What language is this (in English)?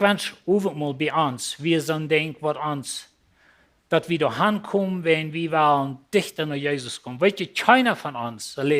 Plautdietsch